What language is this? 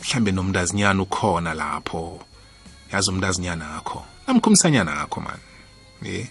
South Ndebele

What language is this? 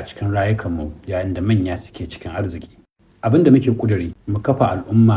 Hausa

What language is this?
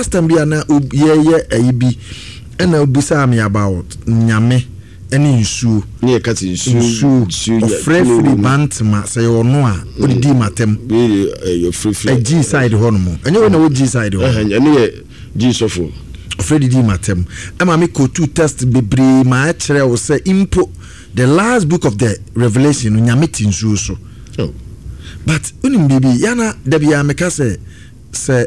Akan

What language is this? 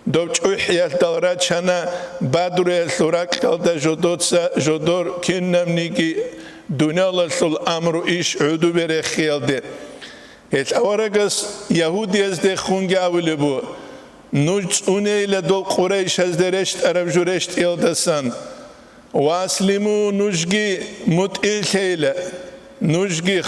Avaric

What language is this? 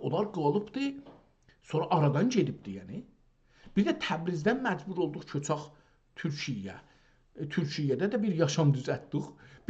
South Azerbaijani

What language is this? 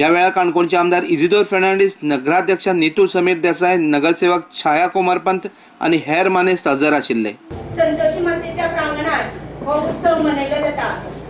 Konkani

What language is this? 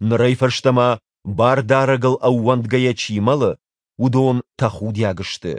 Ossetic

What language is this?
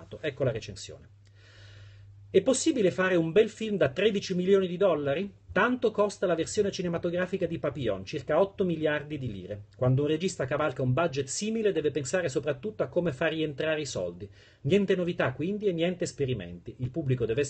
Italian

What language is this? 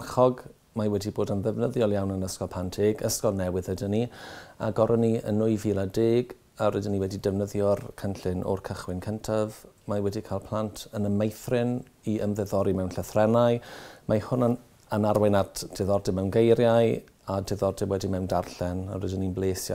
Welsh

